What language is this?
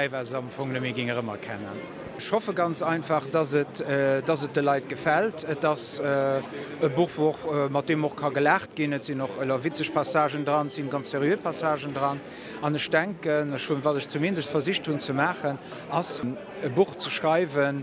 Luxembourgish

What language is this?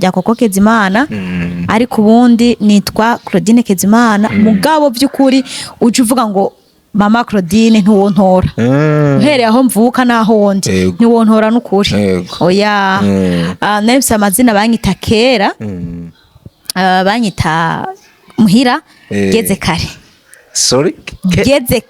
Rundi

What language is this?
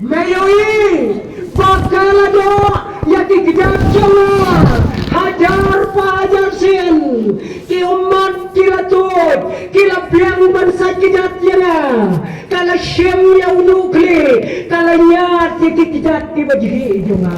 Khasi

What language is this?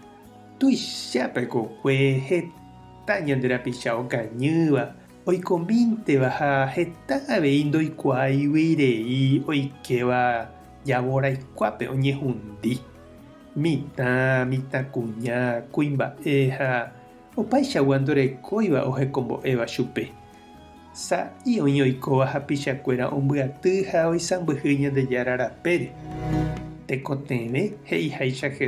Guarani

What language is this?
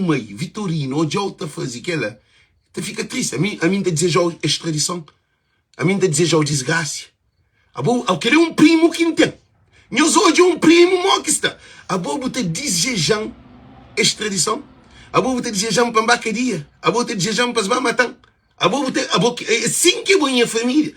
Kabuverdianu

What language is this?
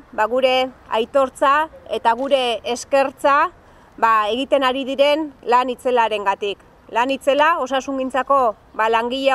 Basque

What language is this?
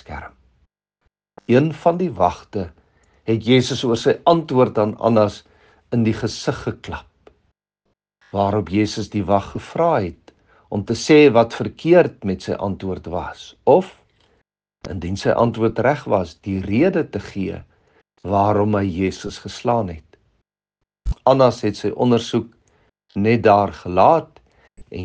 Afrikaans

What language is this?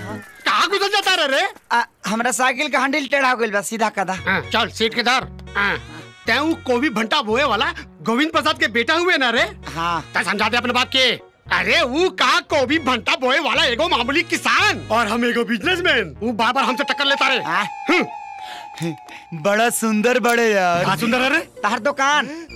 Bhojpuri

